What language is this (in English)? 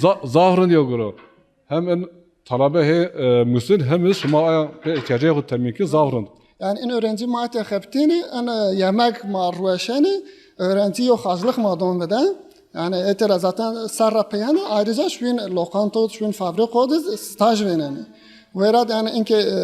Zaza